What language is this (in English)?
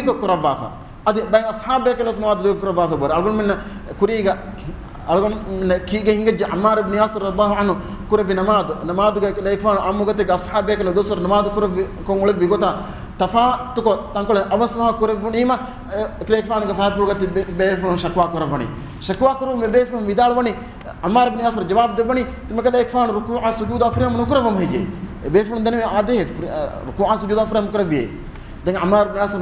Divehi